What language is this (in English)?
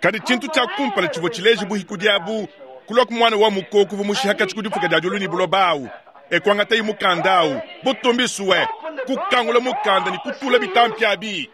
Luba-Lulua